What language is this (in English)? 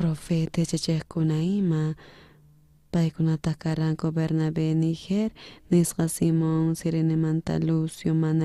South Bolivian Quechua